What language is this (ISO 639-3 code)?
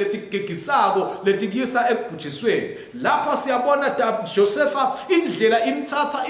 ssw